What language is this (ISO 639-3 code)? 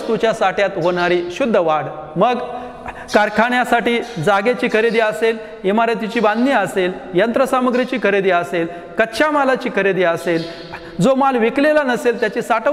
mar